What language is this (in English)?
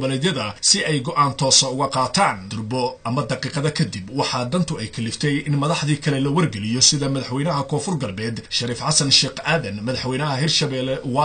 Somali